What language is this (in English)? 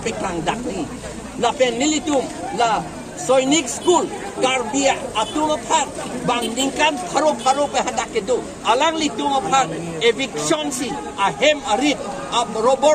Karbi